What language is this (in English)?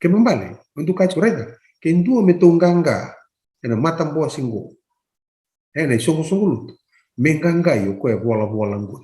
Fijian